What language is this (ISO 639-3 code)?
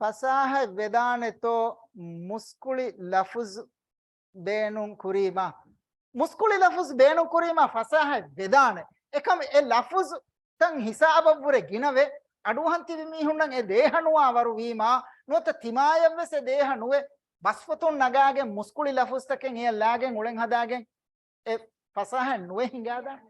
div